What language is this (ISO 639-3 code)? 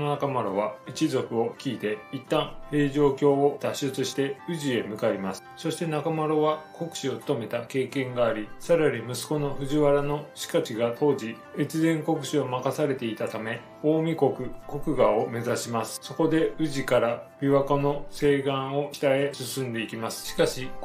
jpn